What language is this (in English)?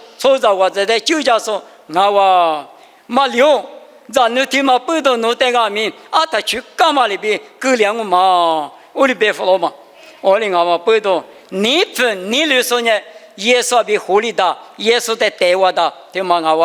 Lisu